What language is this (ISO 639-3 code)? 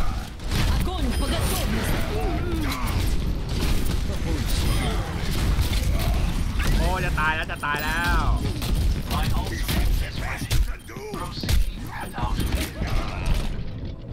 tha